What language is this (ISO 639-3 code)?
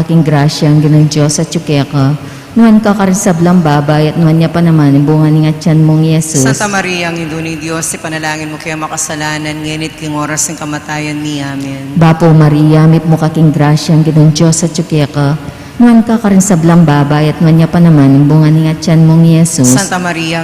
pam